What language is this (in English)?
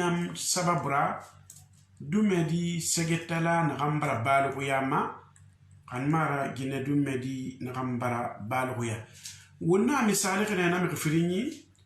Susu